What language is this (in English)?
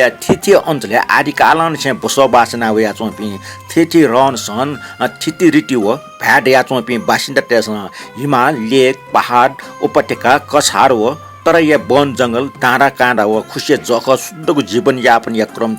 Newari